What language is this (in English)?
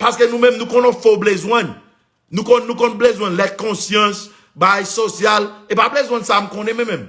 Haitian Creole